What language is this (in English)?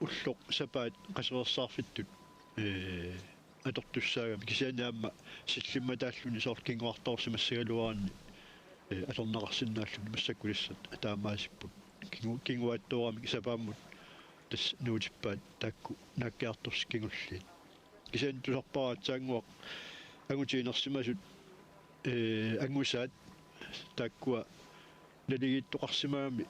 Kalaallisut